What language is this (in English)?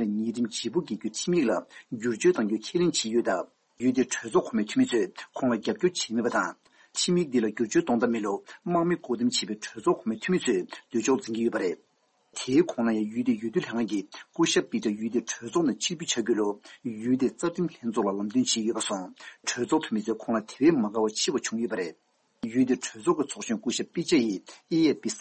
Tibetan